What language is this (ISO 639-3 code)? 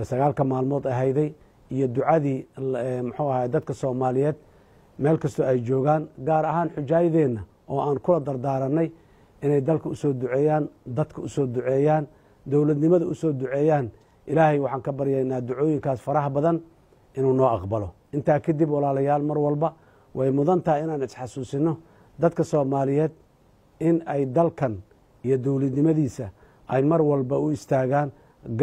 som